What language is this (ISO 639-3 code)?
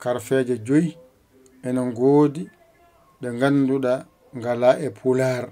ful